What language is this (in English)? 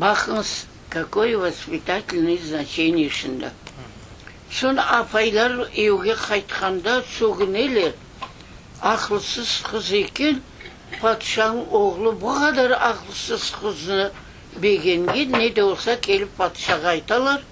Crimean Tatar